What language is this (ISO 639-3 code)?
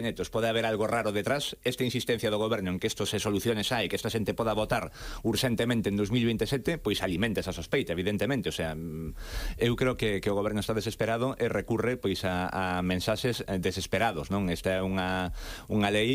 glg